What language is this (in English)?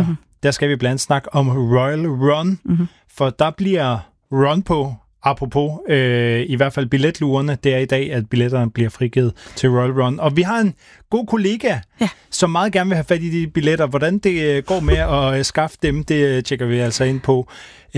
Danish